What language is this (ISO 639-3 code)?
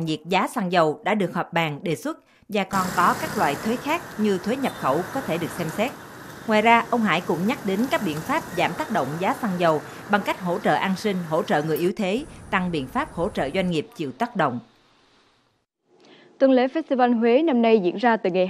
vie